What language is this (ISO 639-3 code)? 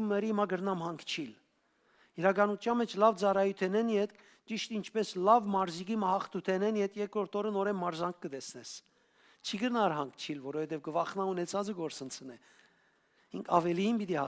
hyw